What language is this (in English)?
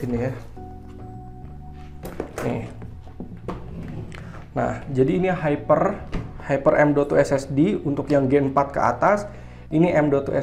Indonesian